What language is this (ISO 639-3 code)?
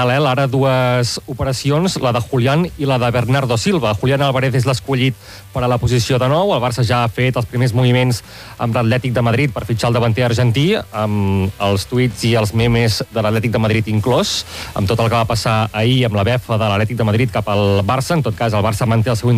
cat